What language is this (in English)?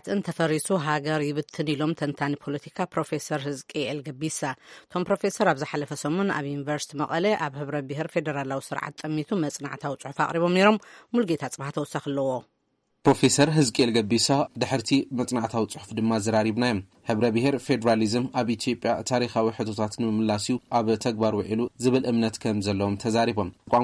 Tigrinya